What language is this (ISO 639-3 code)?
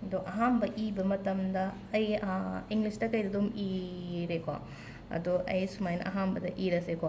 mni